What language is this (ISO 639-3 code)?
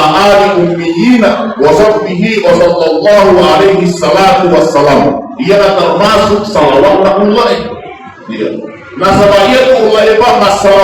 bug